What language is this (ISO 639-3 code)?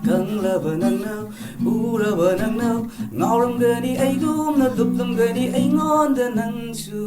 mni